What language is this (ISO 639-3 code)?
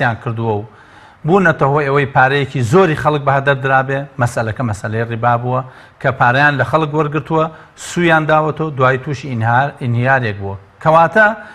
ckb